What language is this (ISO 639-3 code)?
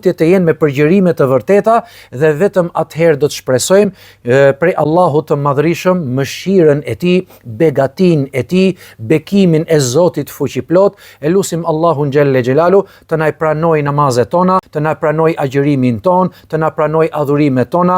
sqi